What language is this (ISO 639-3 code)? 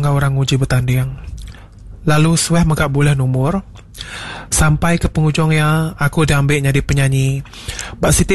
iba